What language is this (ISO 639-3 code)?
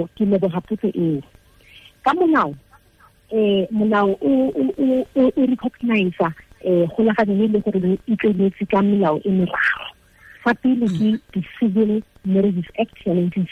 tsn